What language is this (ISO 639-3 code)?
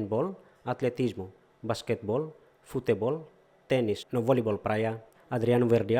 tet